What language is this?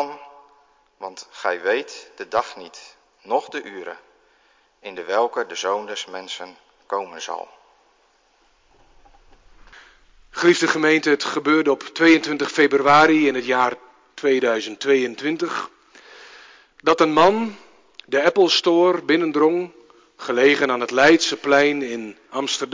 Dutch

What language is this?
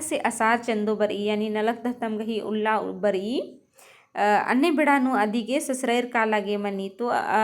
Kurukh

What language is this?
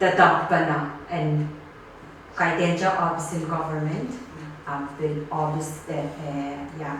Pohnpeian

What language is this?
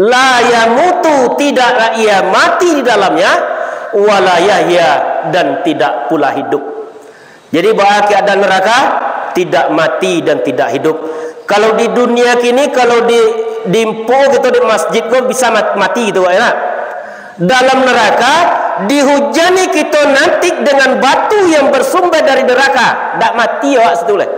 Minangkabau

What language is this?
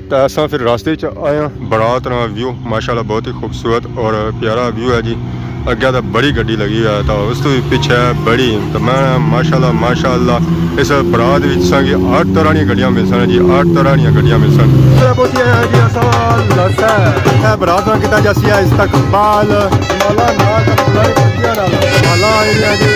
Pahari-Potwari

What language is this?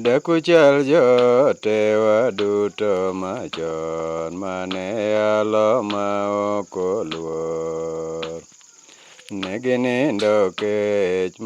Luo (Kenya and Tanzania)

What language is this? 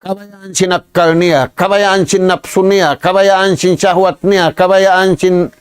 Tausug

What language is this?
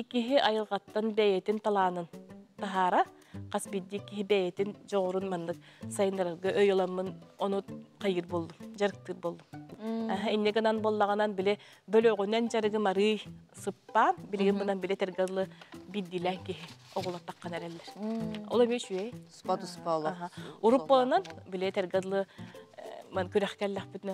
Yakut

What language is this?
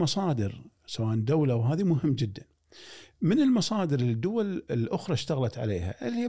Gulf Arabic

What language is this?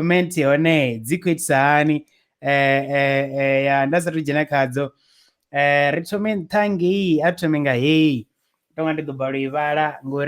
Venda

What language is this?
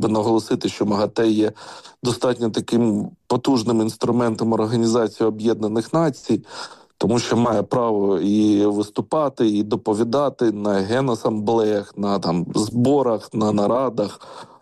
Ukrainian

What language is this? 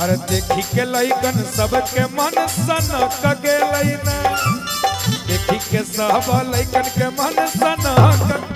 Magahi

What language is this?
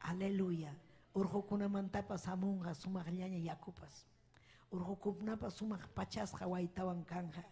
Ayacucho Quechua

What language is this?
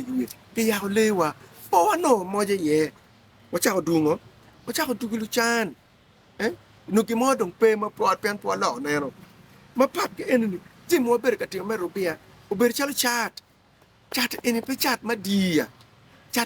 Acoli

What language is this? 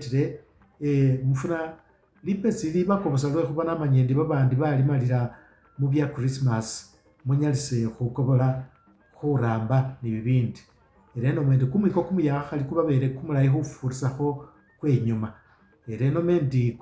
Masaaba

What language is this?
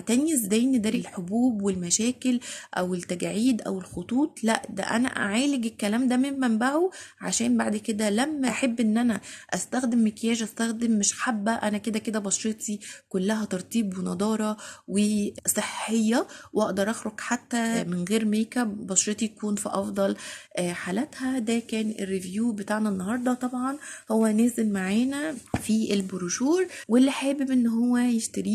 Egyptian Arabic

